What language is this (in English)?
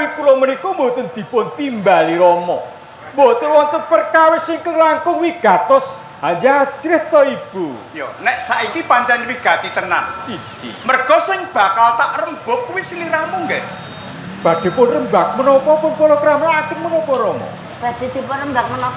Javanese